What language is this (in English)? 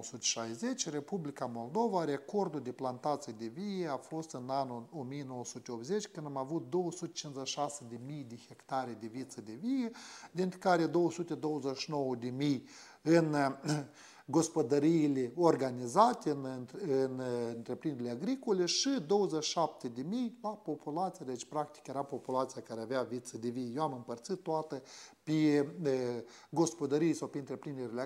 Romanian